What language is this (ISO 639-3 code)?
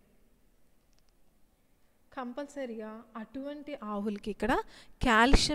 tel